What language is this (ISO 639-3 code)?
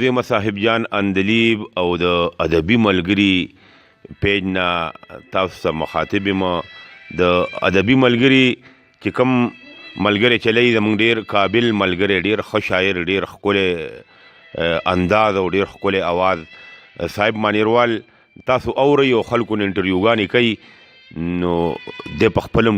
pus